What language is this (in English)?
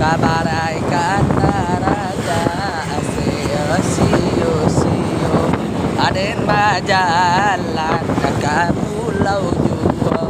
Minangkabau